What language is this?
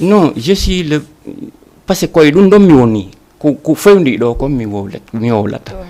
Fula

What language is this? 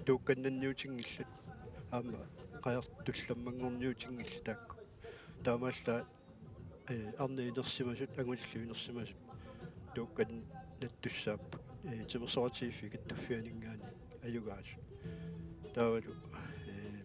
Kalaallisut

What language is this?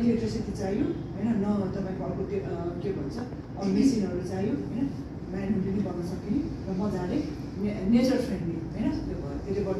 Nepali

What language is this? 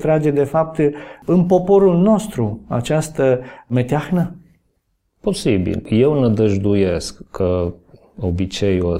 Romanian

